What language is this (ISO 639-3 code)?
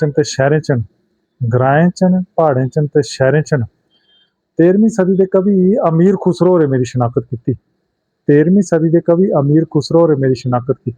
doi